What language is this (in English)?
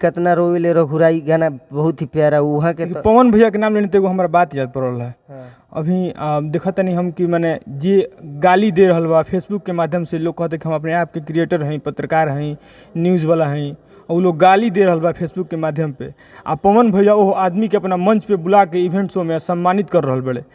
Bhojpuri